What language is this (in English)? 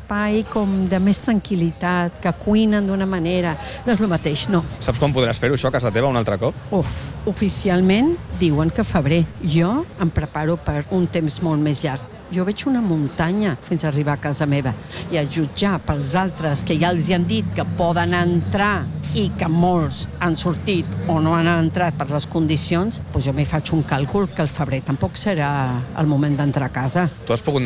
Catalan